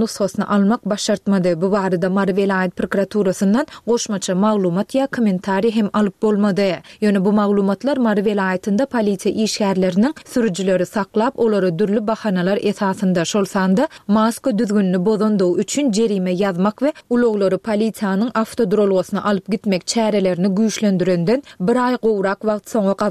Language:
Turkmen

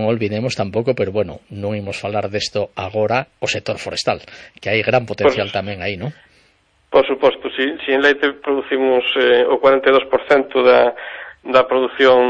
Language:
Galician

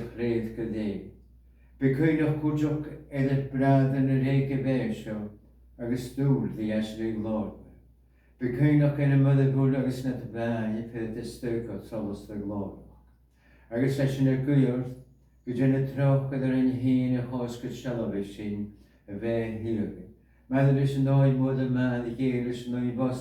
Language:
Scottish Gaelic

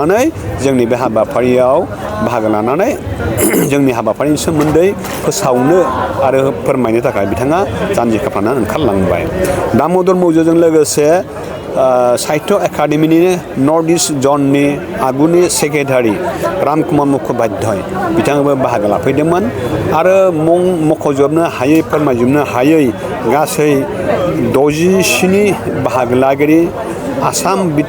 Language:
Bodo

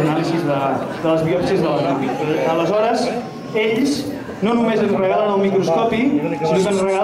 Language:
Catalan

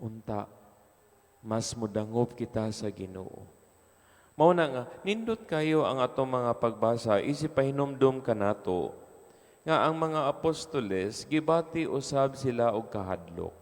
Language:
Cebuano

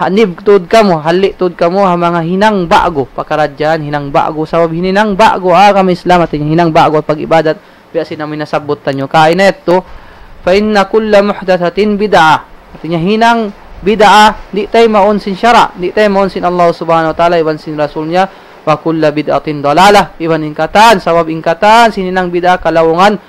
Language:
Tausug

